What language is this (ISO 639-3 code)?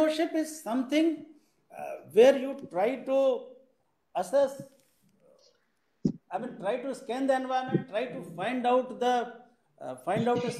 eng